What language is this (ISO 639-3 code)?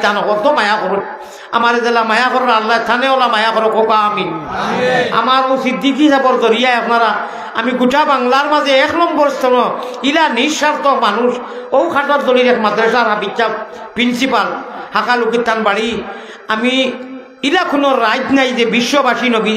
syl